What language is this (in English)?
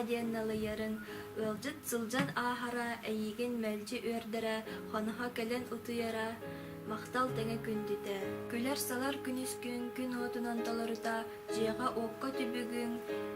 Yakut